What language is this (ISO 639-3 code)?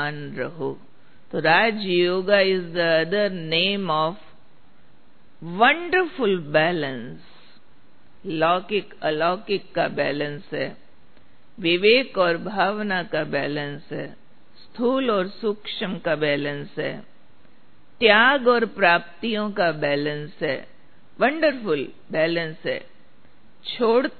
hin